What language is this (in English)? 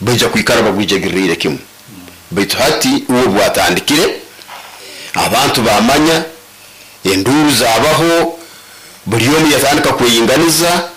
Nyoro